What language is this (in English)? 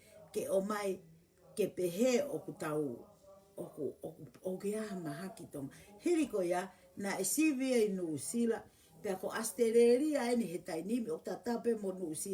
Tongan